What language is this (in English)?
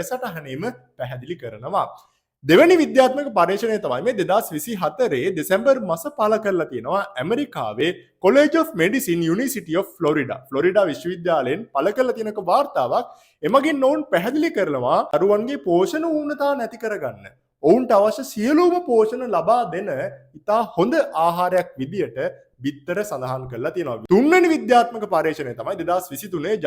Sinhala